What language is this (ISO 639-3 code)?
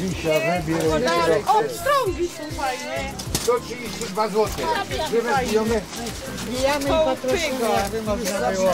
szl